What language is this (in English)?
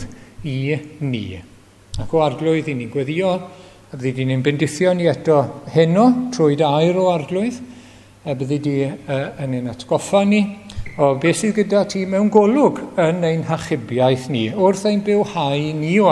Welsh